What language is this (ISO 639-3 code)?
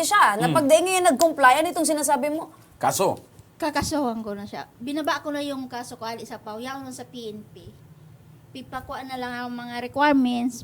bik